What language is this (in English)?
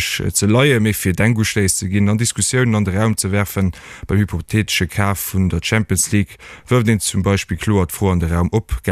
Luxembourgish